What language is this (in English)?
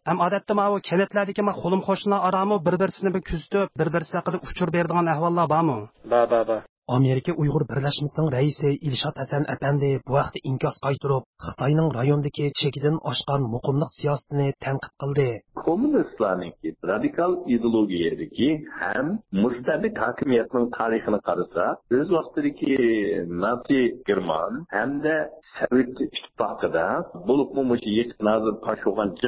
Uyghur